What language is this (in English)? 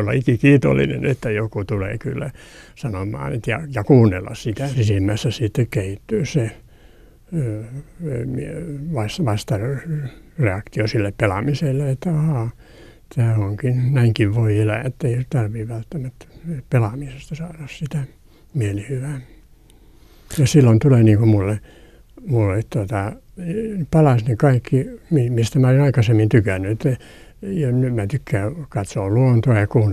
Finnish